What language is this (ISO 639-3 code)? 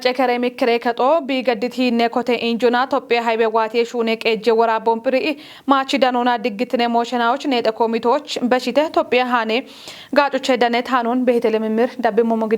kbr